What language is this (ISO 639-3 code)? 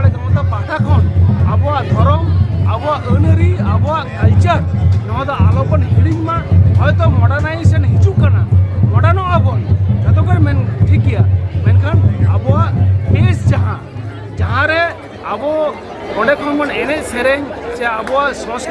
sat